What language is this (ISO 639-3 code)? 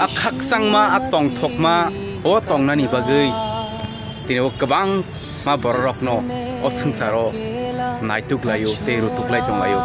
trp